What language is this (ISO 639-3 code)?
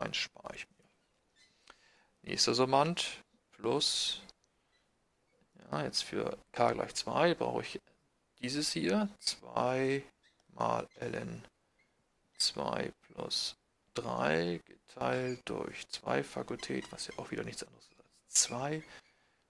deu